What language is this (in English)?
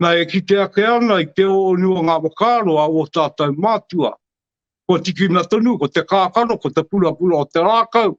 Māori